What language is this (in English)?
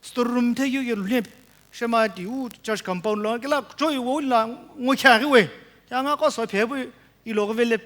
Sumi Naga